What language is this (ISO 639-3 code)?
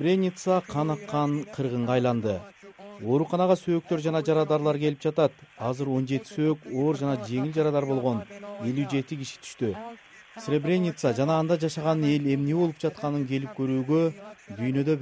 kir